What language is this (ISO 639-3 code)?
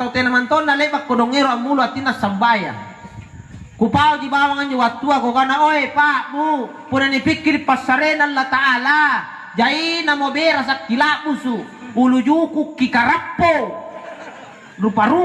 mak